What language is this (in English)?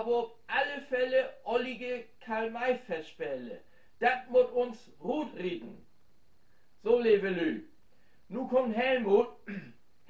Low German